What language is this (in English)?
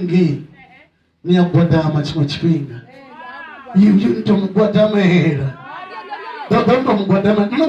Venda